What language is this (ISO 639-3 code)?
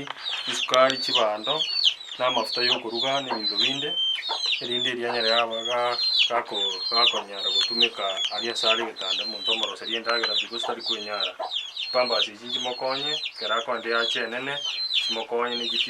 guz